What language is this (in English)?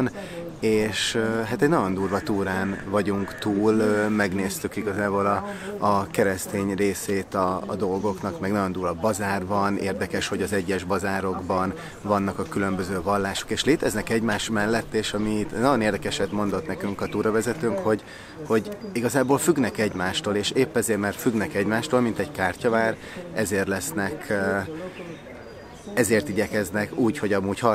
Hungarian